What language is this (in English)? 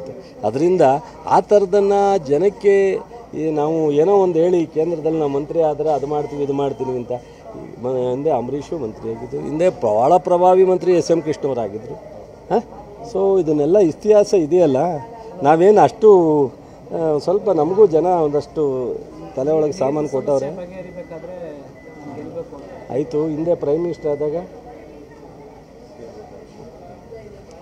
Kannada